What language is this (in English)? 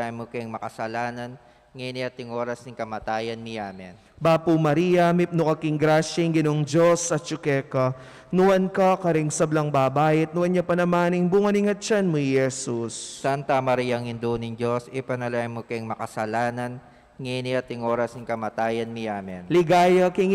Pampanga